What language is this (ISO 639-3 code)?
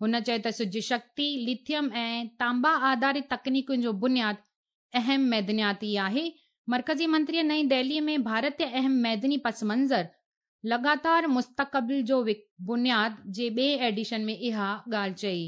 snd